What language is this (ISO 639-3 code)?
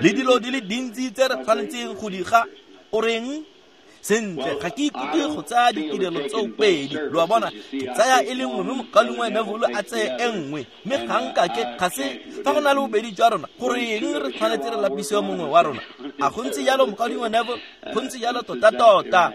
tsn